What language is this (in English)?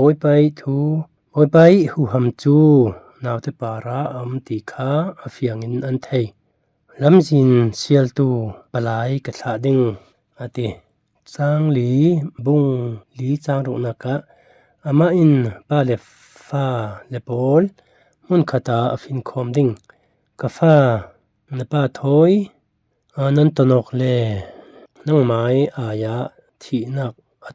Falam Chin